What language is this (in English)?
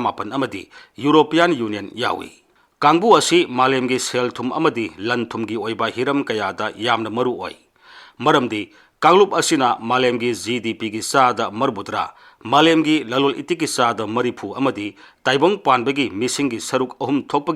Manipuri